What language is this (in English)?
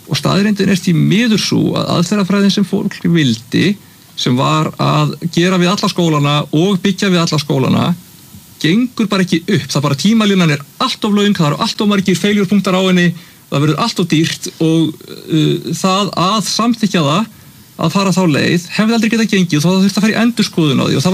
Icelandic